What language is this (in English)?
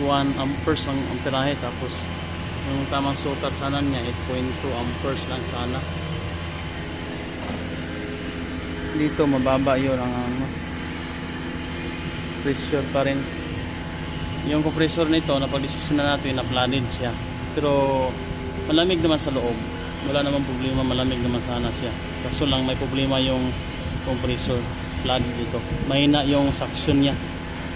Filipino